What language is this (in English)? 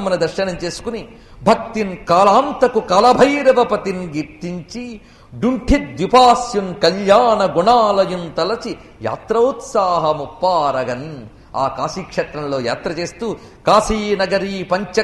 Telugu